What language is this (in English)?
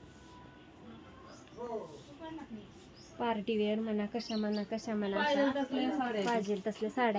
Marathi